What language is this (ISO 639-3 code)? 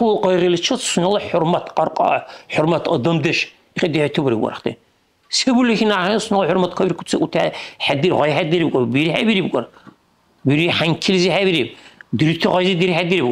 dar